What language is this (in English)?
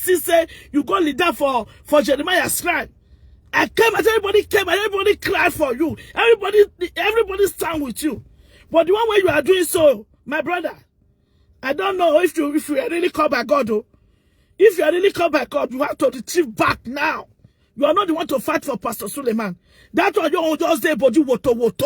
Nigerian Pidgin